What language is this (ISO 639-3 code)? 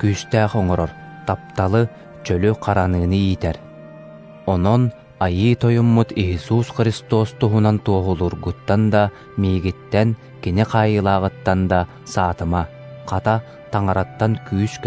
sah